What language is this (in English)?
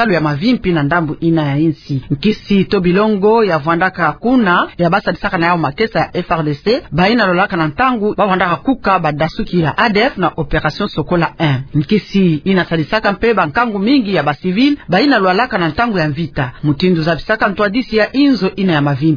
Kituba (Democratic Republic of Congo)